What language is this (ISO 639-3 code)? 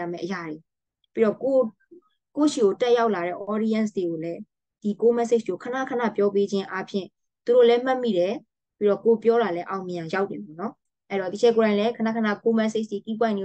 mya